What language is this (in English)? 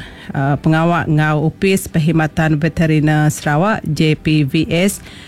Iban